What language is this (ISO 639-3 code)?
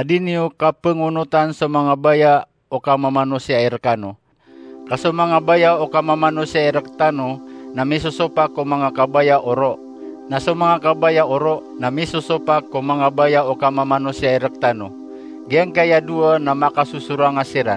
mrw